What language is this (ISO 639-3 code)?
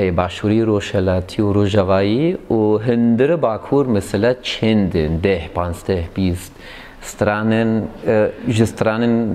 kur